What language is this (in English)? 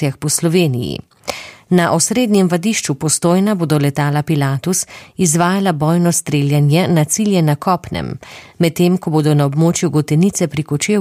Slovenian